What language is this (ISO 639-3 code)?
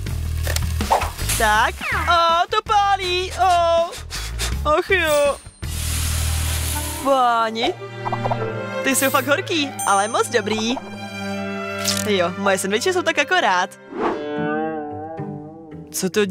ces